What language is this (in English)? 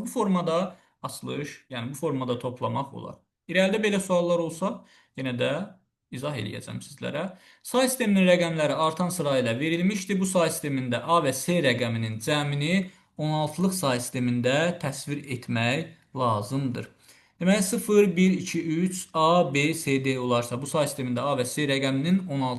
Azerbaijani